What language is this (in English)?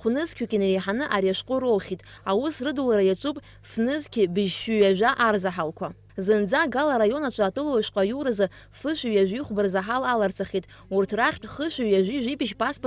Abkhazian